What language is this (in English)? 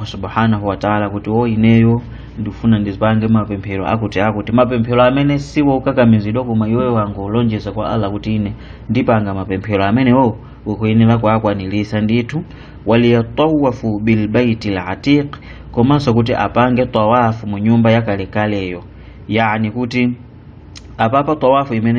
Nyanja